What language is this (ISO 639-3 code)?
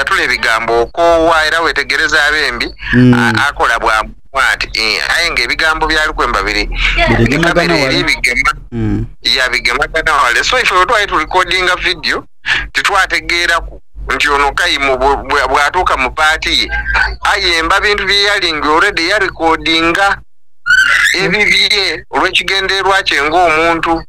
xog